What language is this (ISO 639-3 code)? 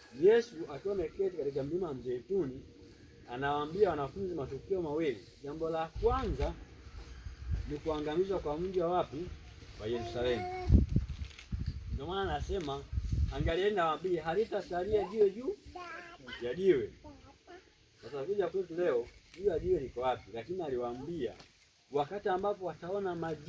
swa